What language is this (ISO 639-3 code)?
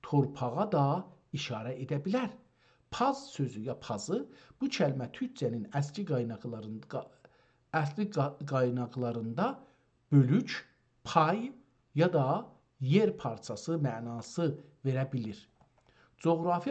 azb